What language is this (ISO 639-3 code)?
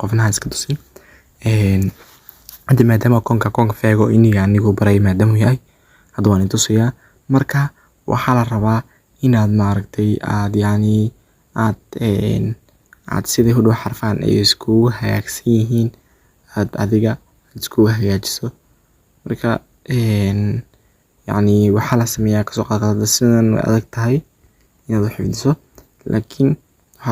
som